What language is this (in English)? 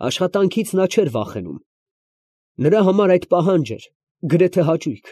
Armenian